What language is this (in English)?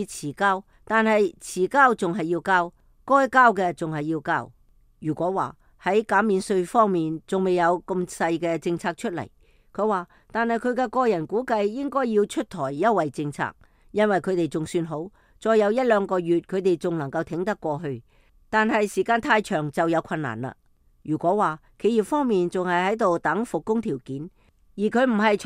Cantonese